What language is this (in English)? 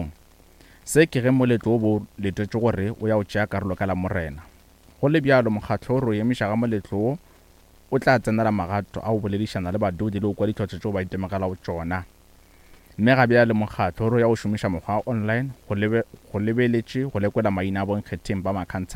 Northern Sotho